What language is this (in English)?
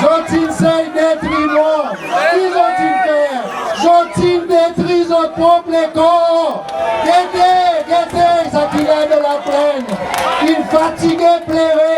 Seselwa Creole French